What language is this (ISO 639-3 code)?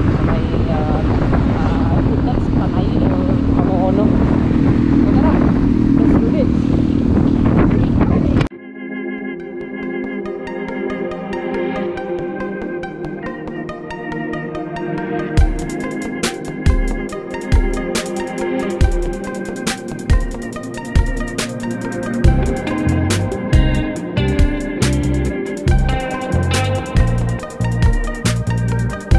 fil